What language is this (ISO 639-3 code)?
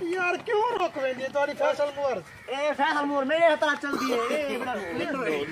skr